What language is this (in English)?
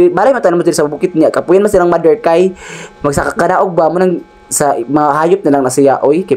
Cebuano